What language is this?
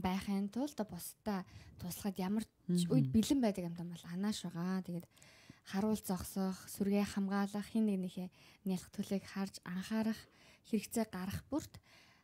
Mongolian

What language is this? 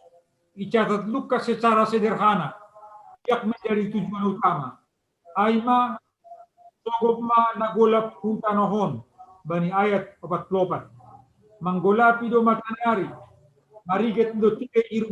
Batak Simalungun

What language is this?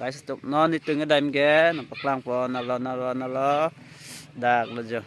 Karbi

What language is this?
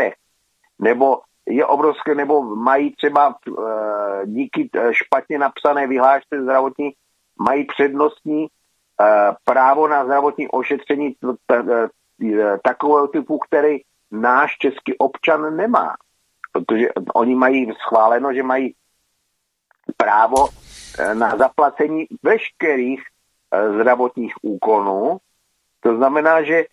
Czech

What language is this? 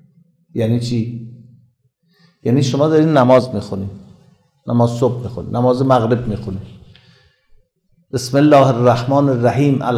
Persian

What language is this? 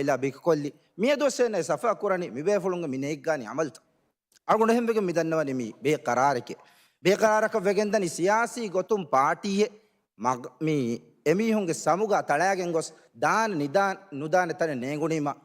Divehi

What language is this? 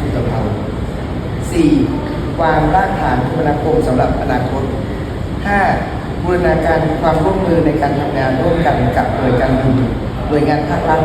Lao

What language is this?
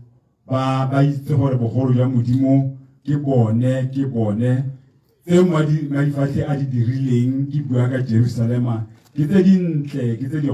Tswana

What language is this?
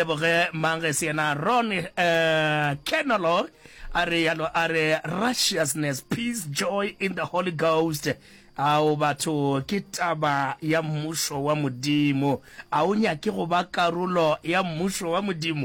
Northern Sotho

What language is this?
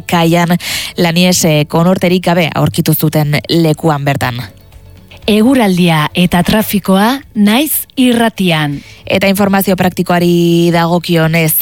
Basque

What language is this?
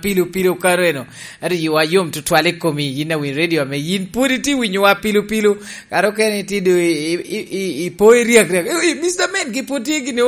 Lango (Uganda)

